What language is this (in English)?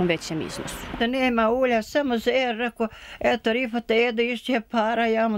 Bosnian